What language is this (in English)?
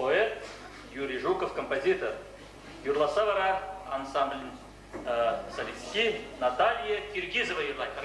Chuvash